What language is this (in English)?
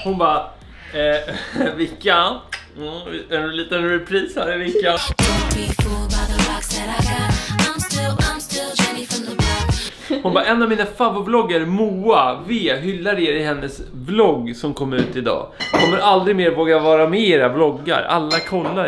Swedish